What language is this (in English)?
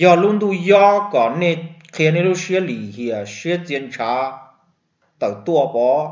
Hmong